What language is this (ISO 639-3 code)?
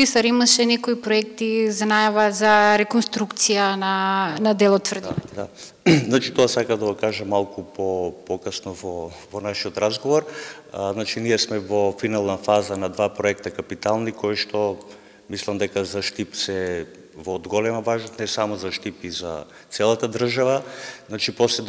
mkd